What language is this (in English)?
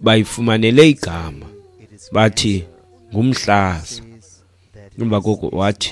Xhosa